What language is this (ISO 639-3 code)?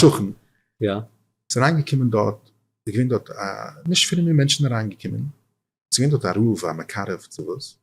yid